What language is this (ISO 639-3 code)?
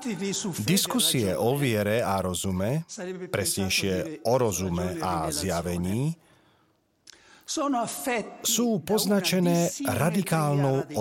slk